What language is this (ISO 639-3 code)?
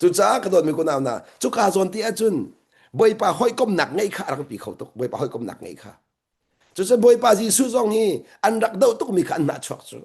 cnh